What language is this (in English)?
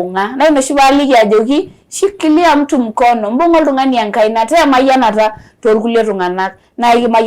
Masai